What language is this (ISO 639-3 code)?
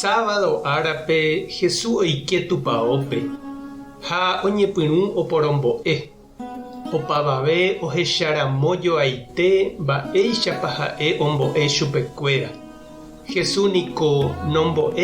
grn